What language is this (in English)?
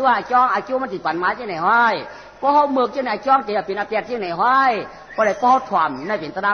Shan